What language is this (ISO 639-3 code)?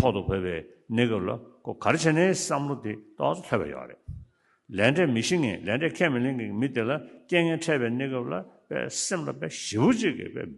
bod